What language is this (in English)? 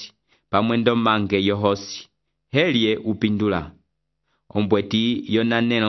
Umbundu